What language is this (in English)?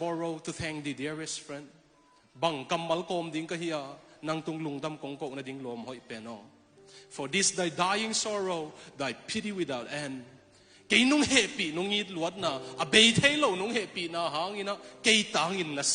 Tedim Chin